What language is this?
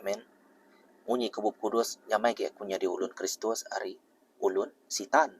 Iban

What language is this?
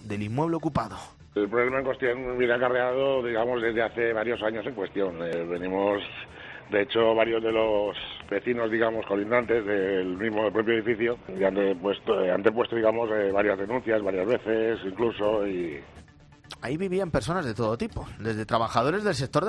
Spanish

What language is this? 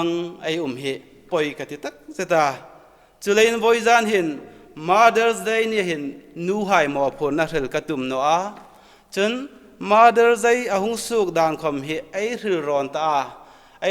Hmar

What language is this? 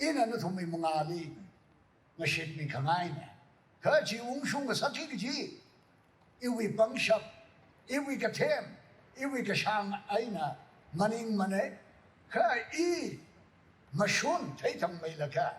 Tangkhul Naga (India)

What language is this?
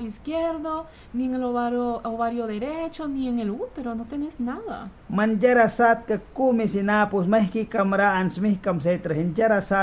Mískito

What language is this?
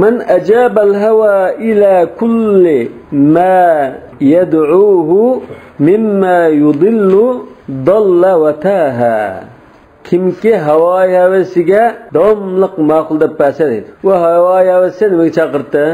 Uyghur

